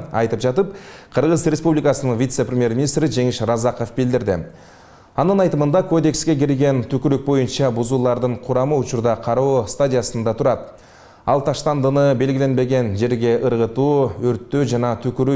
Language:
Kyrgyz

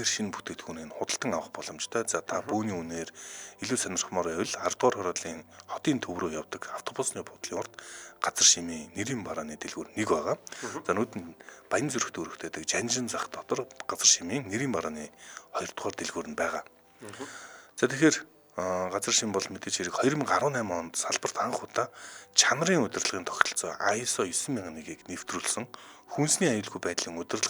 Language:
Mongolian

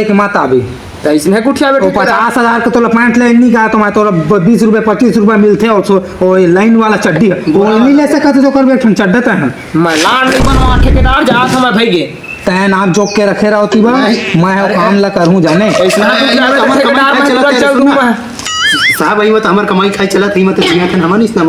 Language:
Chhattisgarhi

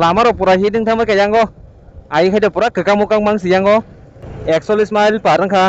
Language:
Kok Borok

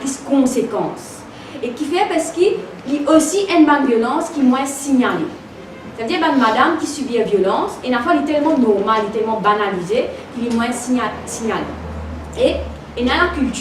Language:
Morisyen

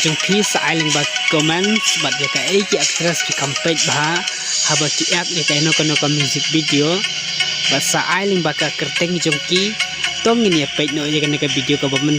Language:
Khasi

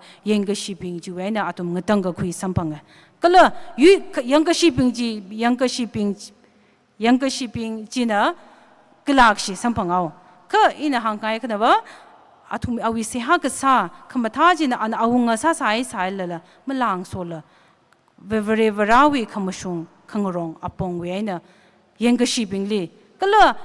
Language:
Tangkhul Naga (India)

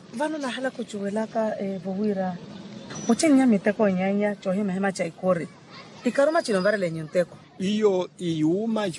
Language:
Makhuwa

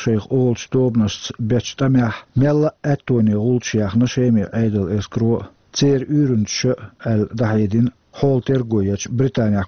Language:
Chechen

